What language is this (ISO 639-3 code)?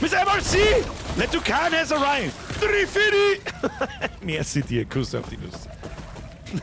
bar